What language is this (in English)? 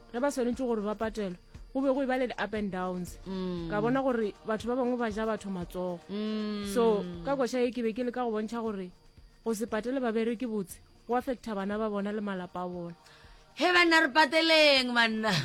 Northern Sotho